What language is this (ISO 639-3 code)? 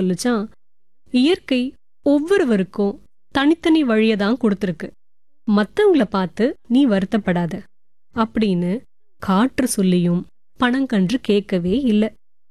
tam